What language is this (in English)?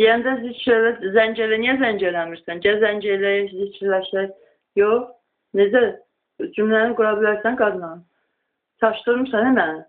Azerbaijani